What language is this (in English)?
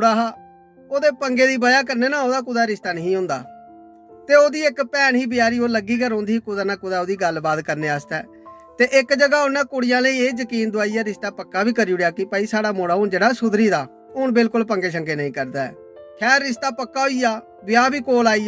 Dogri